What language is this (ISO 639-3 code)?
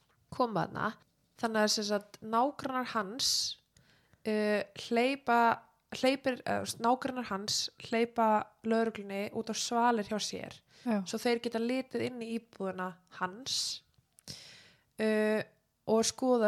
isl